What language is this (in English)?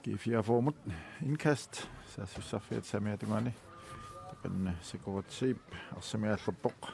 Kalaallisut